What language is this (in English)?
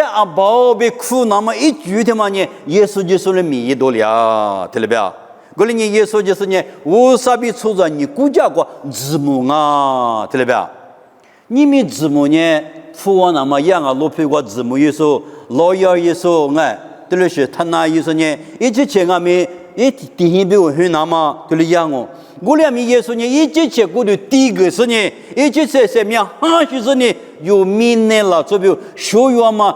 Lisu